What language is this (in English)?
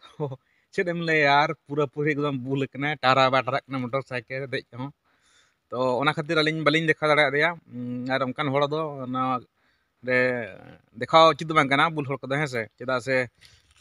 Santali